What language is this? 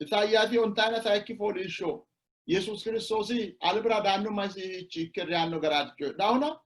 Sidamo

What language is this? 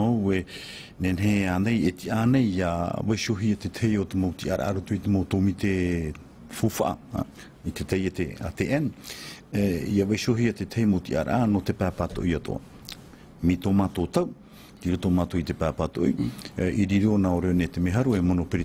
Tahitian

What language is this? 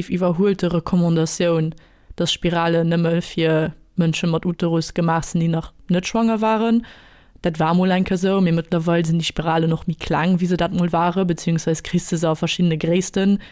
Luxembourgish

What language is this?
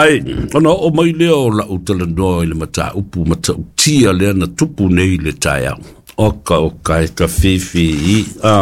Samoan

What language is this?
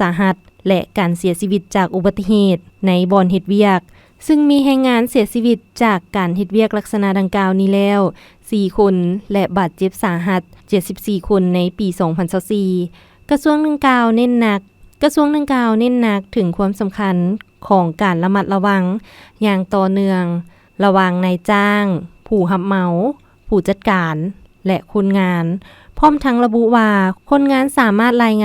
Lao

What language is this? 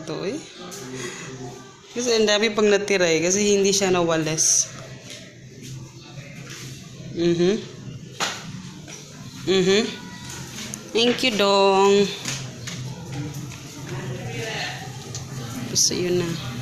Filipino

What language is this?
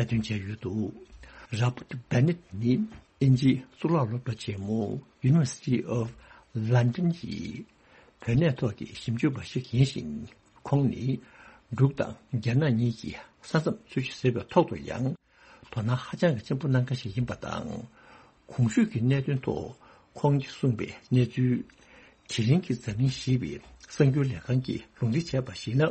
Tibetan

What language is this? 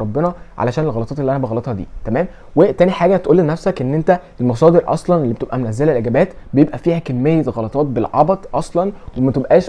Egyptian Arabic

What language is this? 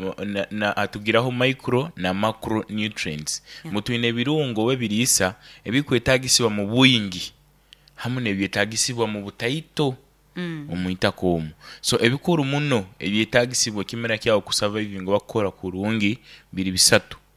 Nyoro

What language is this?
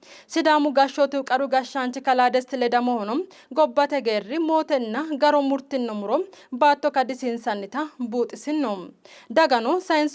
Sidamo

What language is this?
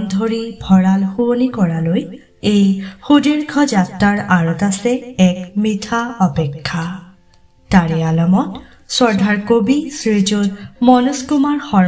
Assamese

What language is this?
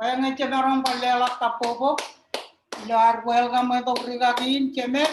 Marshallese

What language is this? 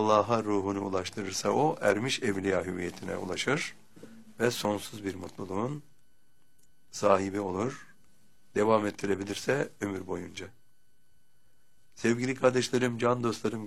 Turkish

